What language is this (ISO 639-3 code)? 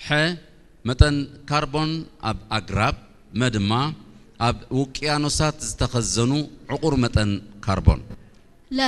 tir